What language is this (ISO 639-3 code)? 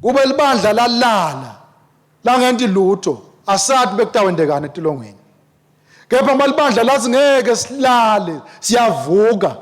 ssw